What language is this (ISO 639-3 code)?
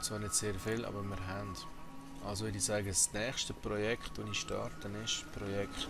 gsw